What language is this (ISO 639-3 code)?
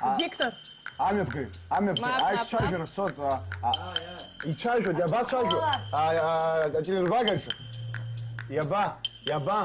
abk